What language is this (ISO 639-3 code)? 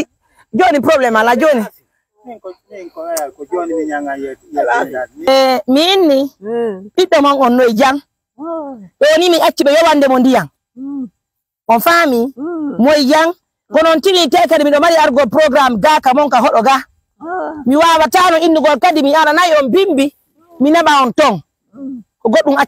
fuf